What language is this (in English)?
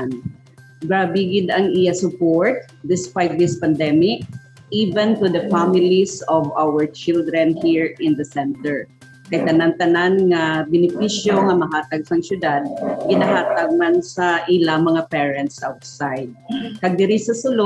Hiligaynon